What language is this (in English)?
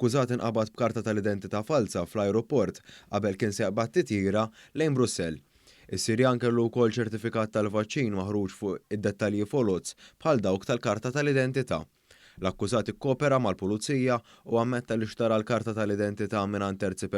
Maltese